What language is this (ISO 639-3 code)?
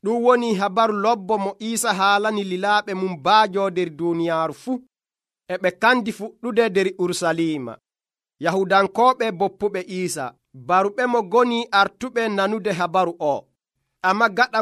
fuv